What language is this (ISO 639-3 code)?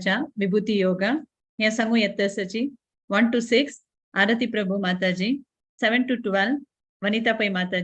kok